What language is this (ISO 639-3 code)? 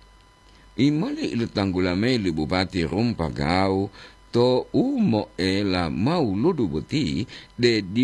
gor